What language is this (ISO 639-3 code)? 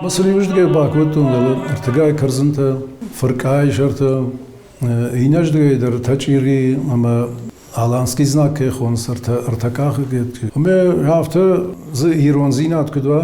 oss